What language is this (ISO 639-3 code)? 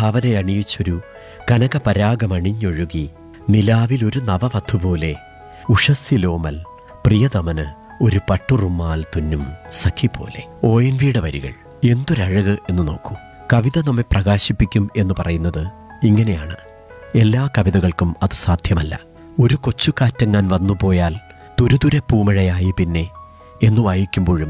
mal